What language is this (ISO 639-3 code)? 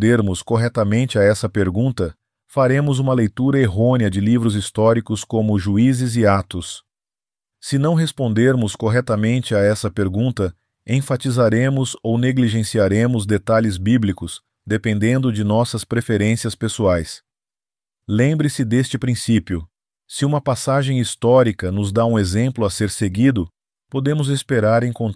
por